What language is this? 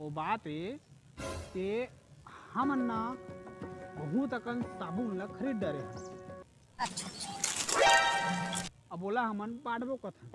Chhattisgarhi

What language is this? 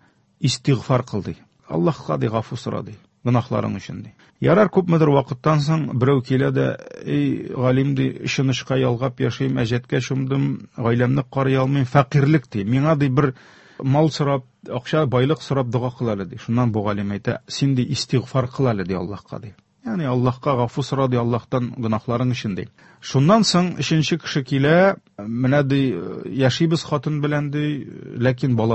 Tatar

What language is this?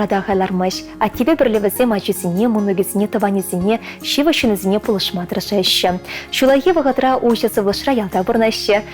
Chuvash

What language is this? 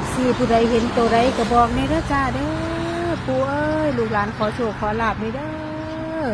Northeastern Thai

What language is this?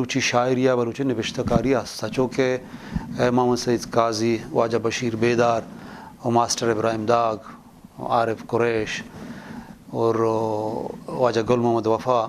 Eastern Balochi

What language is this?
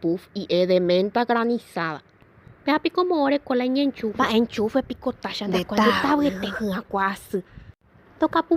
Guarani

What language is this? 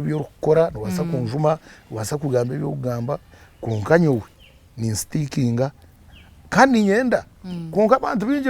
Nyankole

